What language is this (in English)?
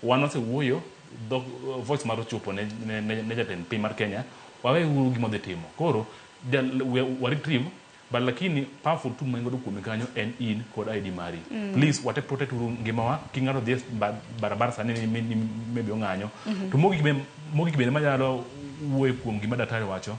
Luo (Kenya and Tanzania)